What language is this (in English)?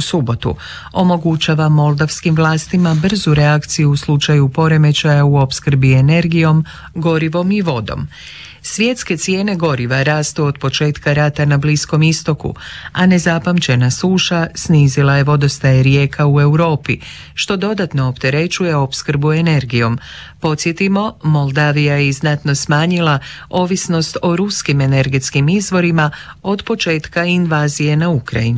Croatian